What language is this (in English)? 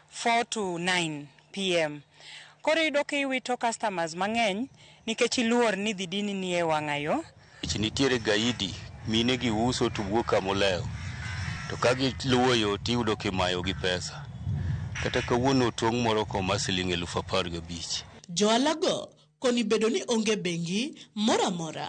Luo (Kenya and Tanzania)